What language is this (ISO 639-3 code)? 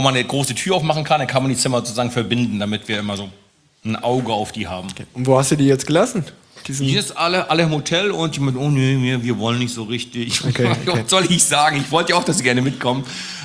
deu